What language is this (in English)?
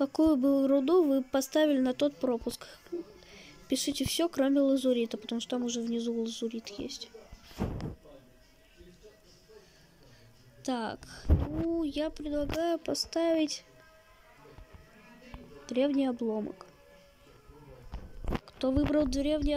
Russian